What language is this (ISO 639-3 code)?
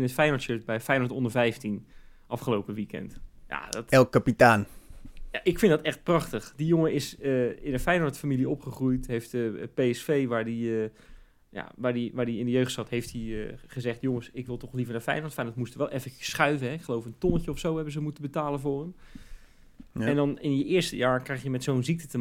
nld